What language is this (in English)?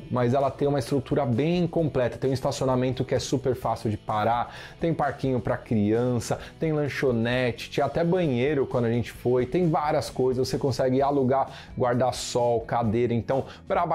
Portuguese